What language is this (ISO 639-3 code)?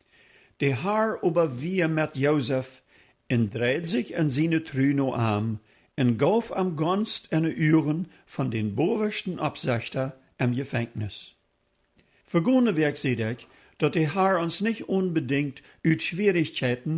pdt